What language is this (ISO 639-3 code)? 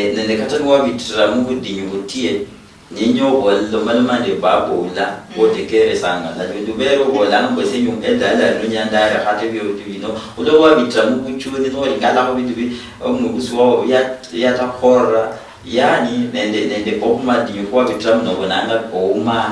luy